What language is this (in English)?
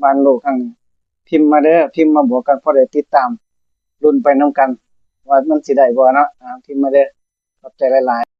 Lao